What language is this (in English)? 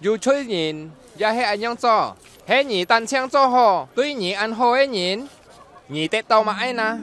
Hakka Chinese